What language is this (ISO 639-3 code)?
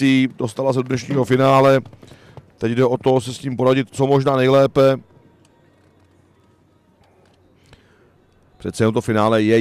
ces